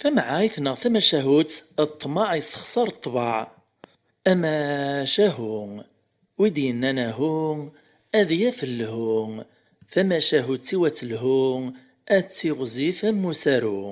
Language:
Kabyle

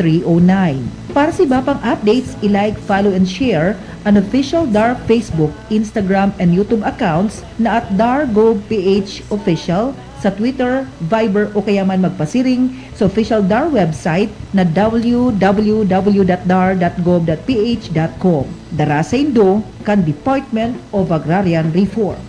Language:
Bikol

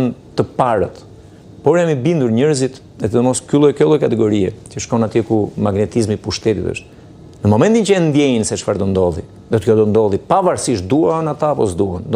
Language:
Albanian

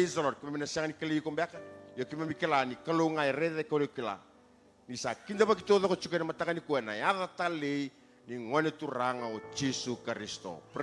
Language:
Fijian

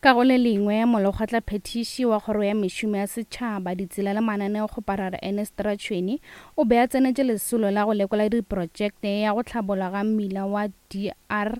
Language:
Northern Sotho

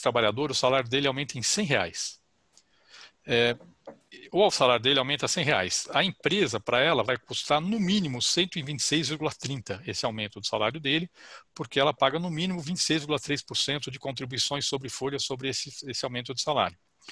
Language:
Portuguese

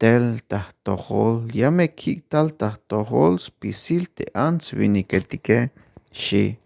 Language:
Tzeltal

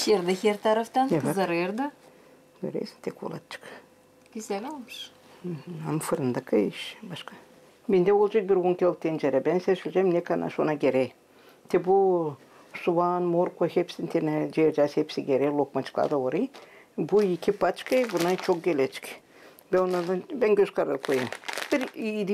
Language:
Gagauz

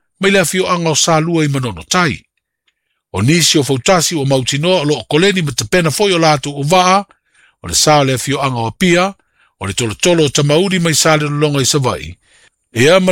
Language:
Samoan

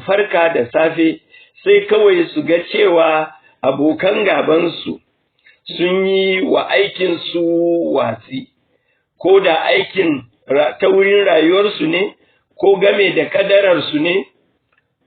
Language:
Hausa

